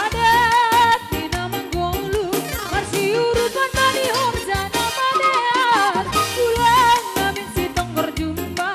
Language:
Batak Toba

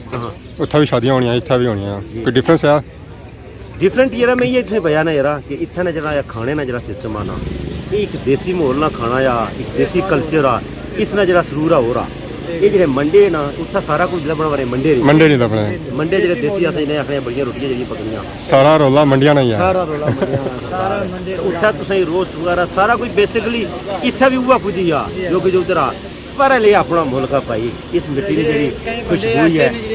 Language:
Pahari-Potwari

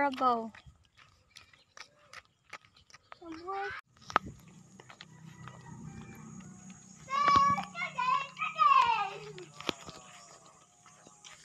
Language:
Filipino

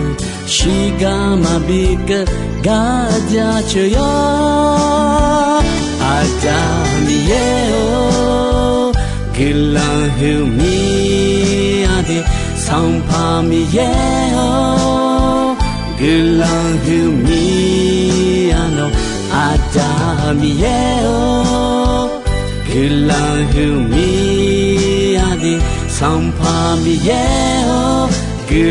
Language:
Akha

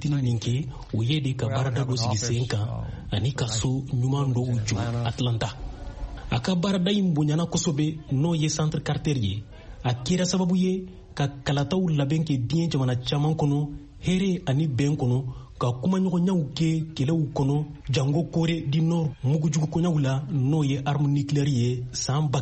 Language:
Bambara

